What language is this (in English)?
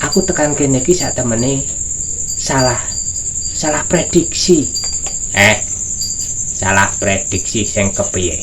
Javanese